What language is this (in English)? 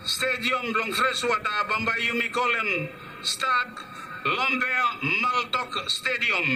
Bislama